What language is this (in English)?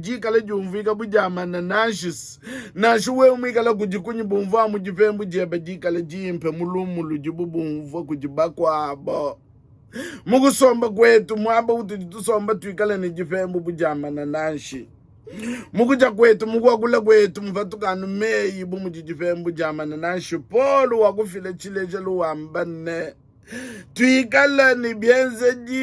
Luba-Lulua